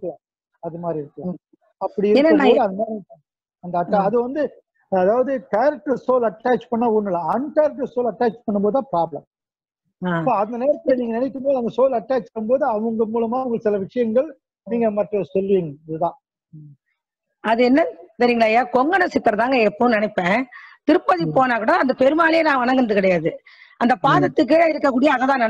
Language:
Tamil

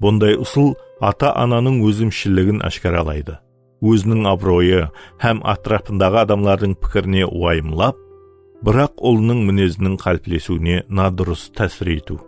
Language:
Kara-Kalpak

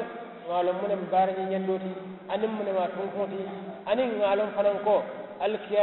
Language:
Mandingo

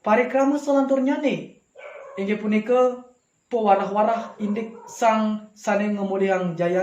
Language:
Balinese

